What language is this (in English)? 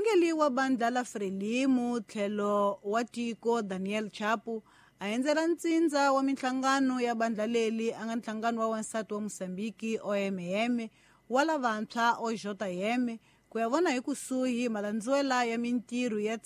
Tsonga